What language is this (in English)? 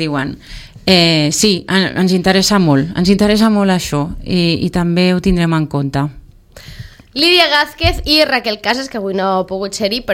Catalan